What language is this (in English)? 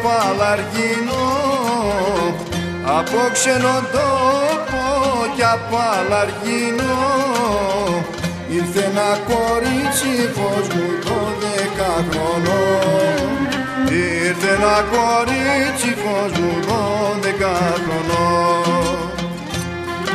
Greek